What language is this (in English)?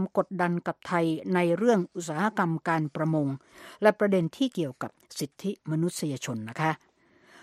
Thai